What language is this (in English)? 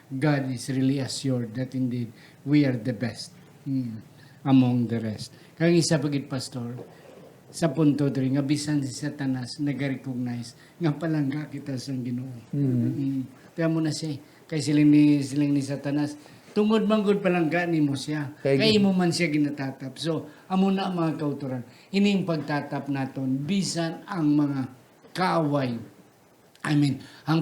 Hiligaynon